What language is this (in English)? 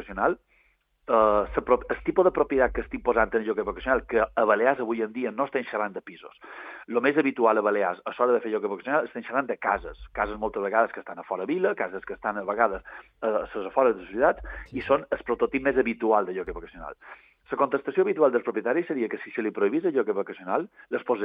Catalan